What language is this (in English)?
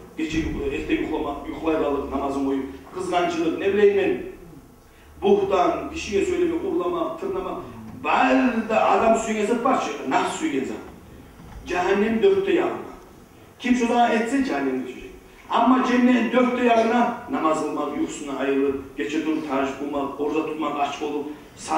Kumyk